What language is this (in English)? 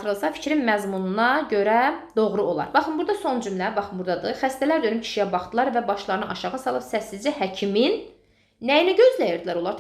Azerbaijani